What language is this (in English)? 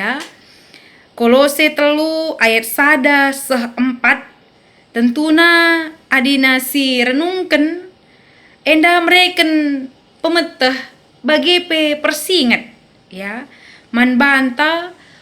Batak Karo